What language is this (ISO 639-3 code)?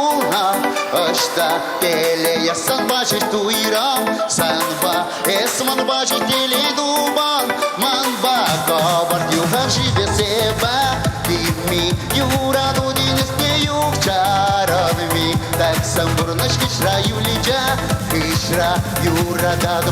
chv